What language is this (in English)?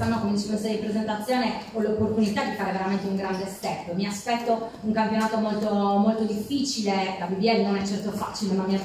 Italian